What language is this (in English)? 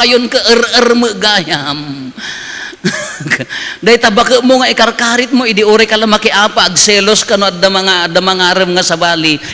Iloko